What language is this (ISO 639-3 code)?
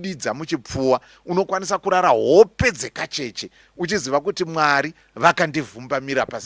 sna